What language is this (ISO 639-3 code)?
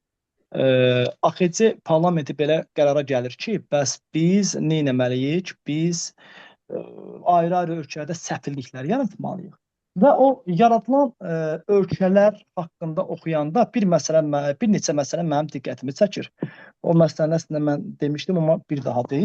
aze